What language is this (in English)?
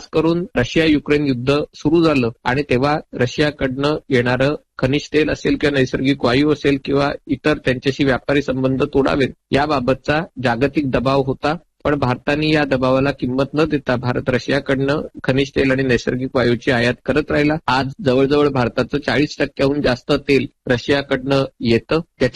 Marathi